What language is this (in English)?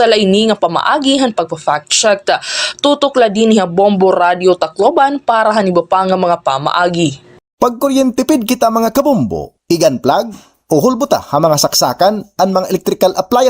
Waray